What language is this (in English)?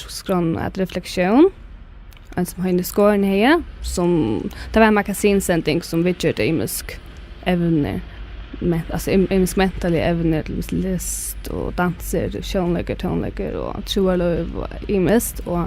Faroese